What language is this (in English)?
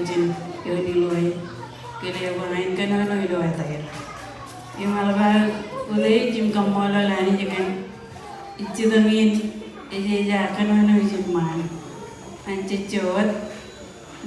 Marshallese